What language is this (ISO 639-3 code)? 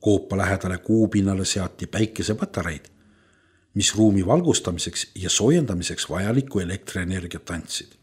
est